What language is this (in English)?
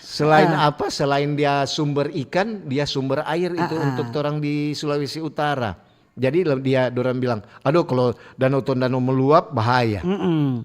Manado Malay